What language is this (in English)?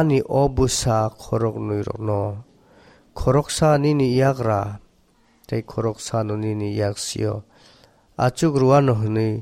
Kok Borok